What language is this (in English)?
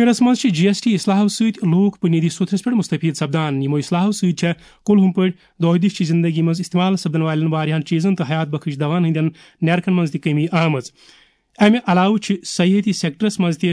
Kashmiri